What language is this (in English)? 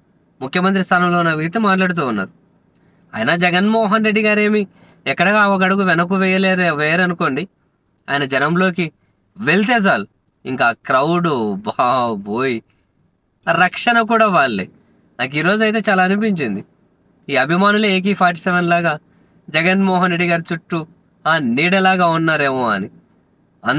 Telugu